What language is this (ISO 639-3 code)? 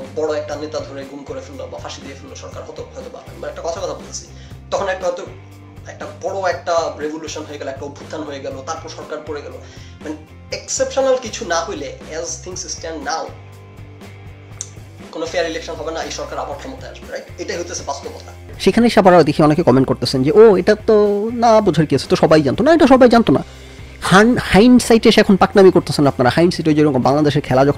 ben